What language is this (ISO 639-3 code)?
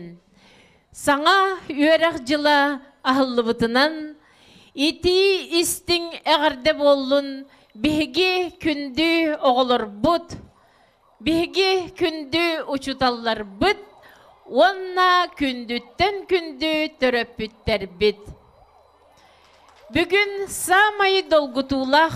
sah